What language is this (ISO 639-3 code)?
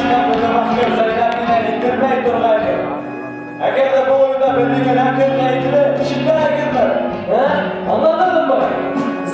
bak